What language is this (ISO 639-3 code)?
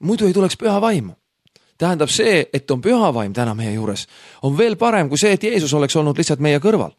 est